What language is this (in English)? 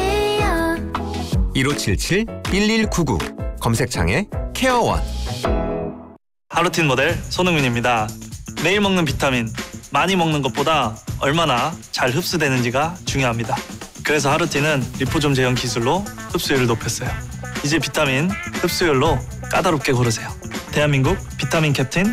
Korean